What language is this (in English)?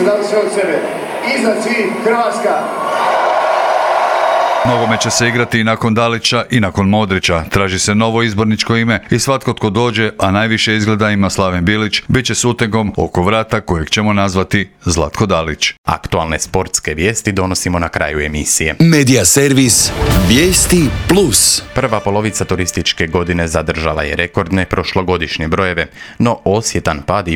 Croatian